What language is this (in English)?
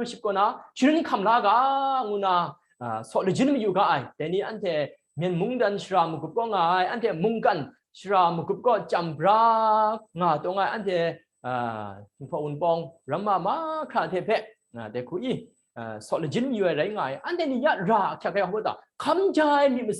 Kachin